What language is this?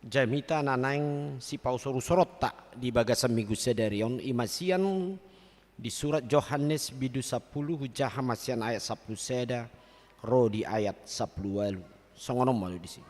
Batak Toba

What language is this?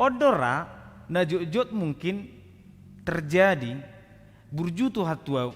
Batak Toba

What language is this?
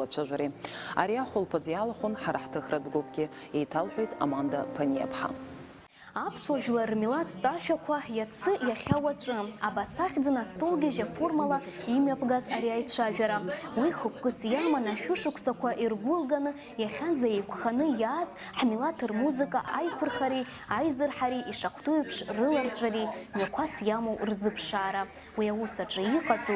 Abkhazian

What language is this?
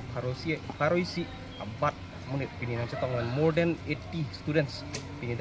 Karbi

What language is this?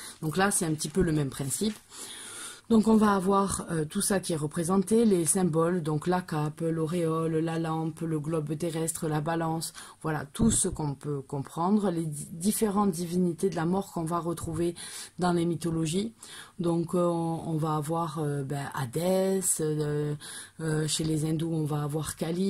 French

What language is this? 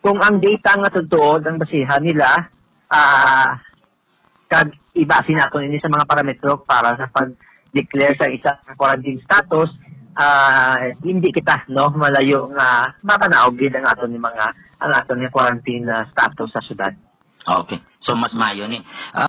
Hiligaynon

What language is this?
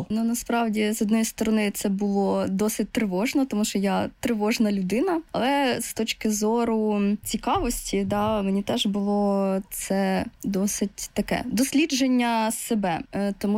Ukrainian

